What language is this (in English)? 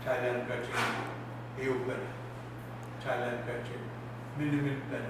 Pohnpeian